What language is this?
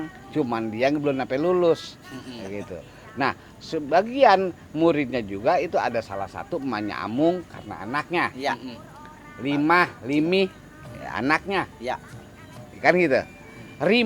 Betawi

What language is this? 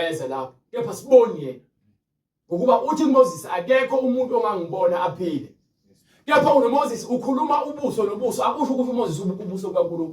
Zulu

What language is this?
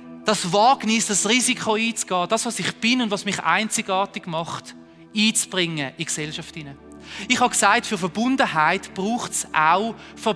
Swiss German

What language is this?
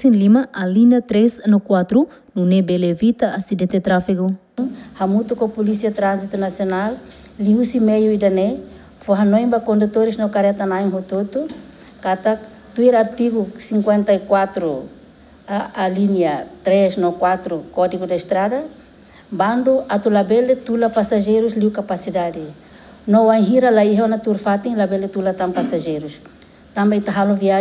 Tetum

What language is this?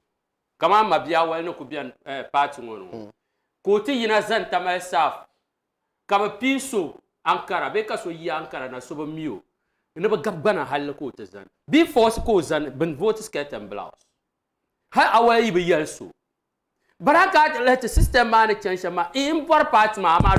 Dagbani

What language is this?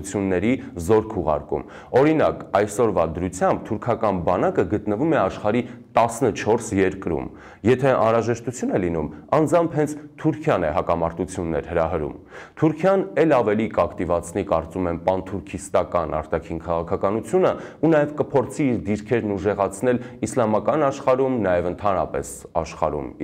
Armenian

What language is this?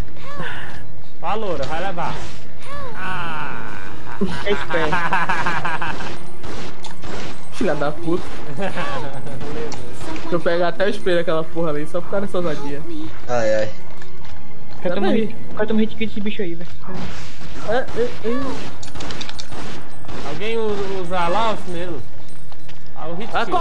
Portuguese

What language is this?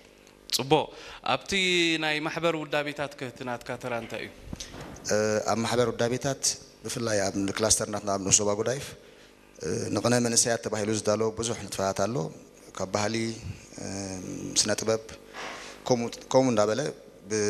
Tigrinya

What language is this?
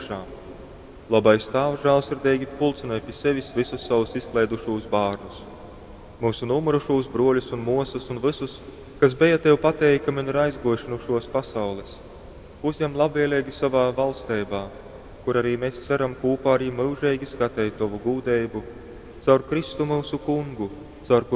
Latgalian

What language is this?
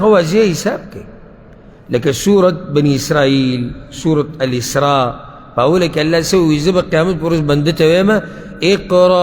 Pashto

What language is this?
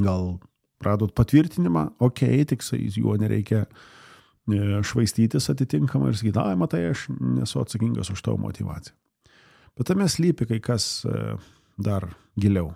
Lithuanian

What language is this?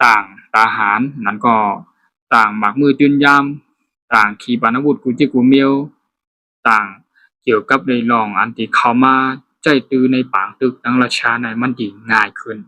Shan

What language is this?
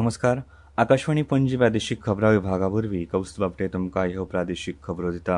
Konkani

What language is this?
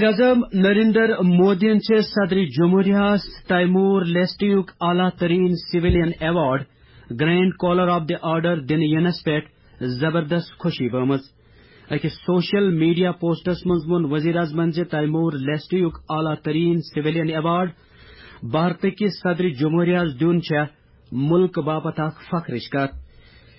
Kashmiri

